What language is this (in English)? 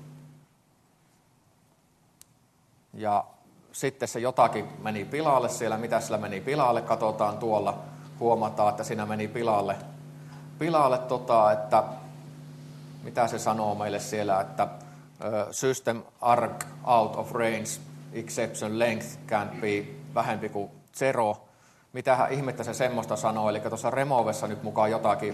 Finnish